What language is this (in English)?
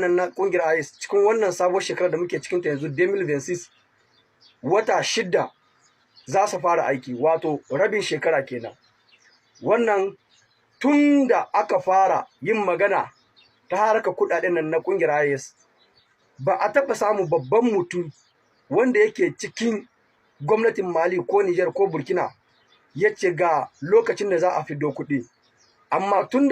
Hausa